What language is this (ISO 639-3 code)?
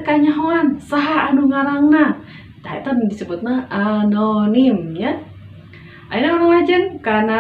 sun